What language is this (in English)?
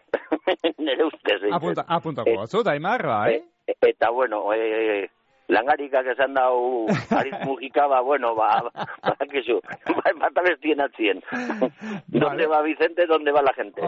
Basque